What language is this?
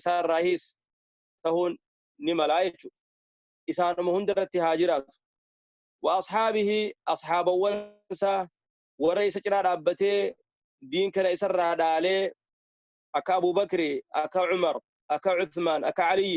Oromo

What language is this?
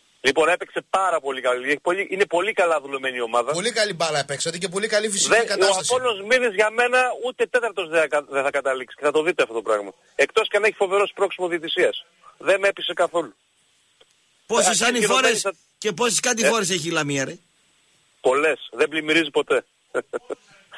Greek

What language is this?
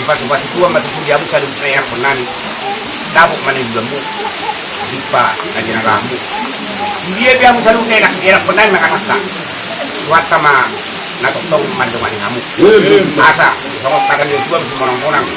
Batak Toba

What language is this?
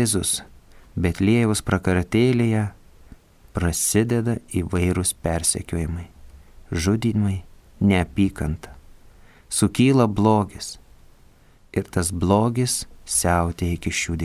Lithuanian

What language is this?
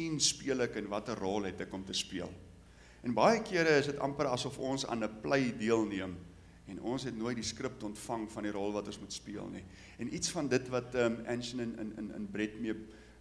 Afrikaans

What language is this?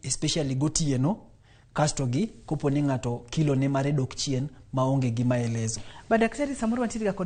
Luo (Kenya and Tanzania)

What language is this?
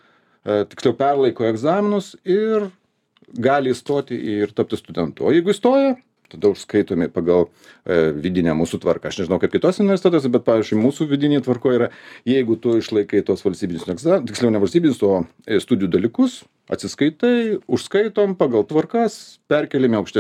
Lithuanian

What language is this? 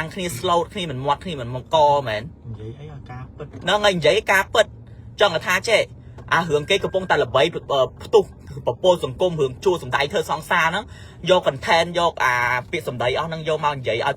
Khmer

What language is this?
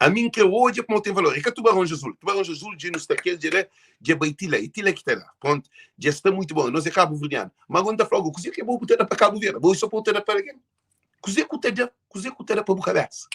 Kabuverdianu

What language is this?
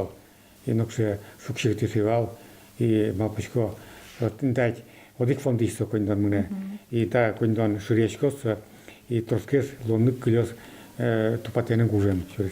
Udmurt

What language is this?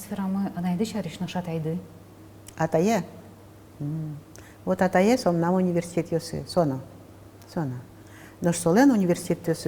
Udmurt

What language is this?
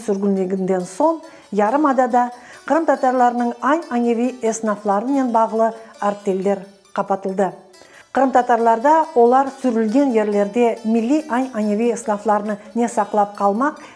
Crimean Tatar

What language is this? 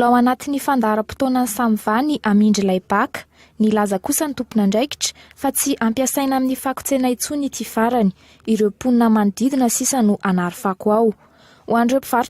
Malagasy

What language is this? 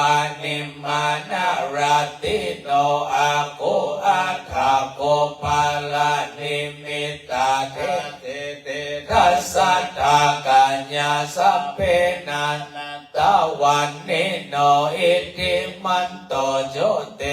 Pali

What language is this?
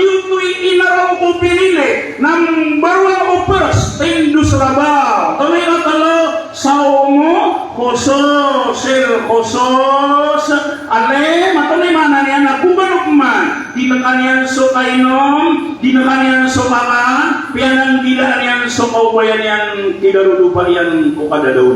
Maranao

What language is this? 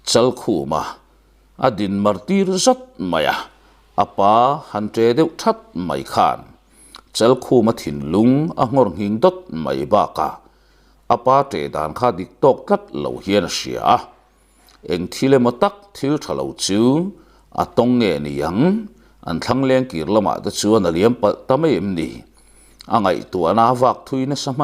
Mizo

